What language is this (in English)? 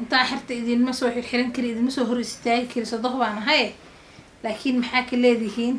Somali